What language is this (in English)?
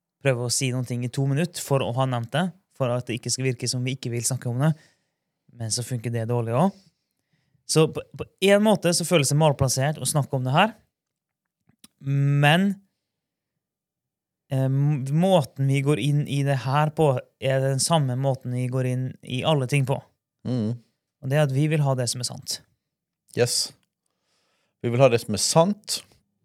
Norwegian